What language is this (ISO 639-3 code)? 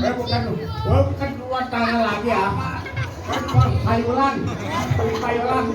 bew